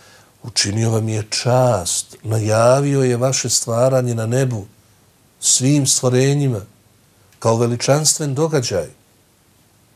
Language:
Bosnian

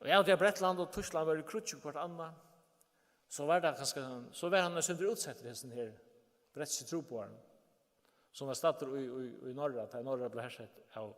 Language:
Faroese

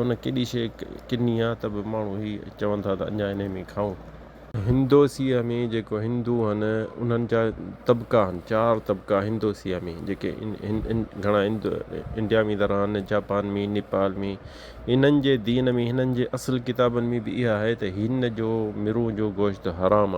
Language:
Sindhi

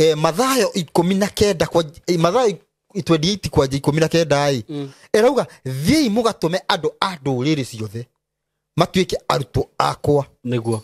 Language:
Kikuyu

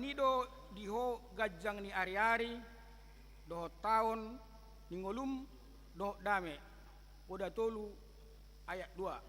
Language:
Batak Toba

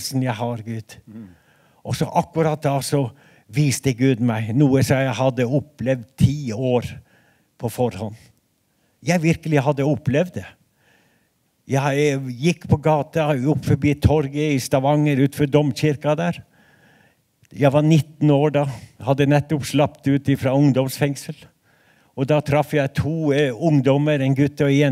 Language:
Norwegian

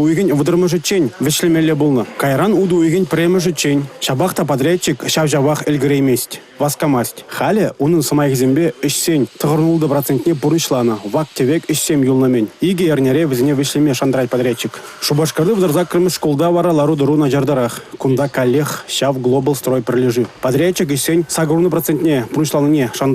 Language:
Chuvash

